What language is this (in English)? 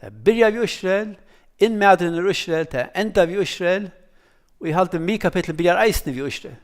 Faroese